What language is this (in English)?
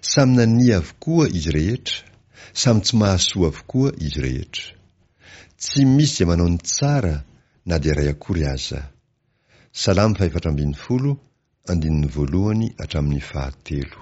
Malagasy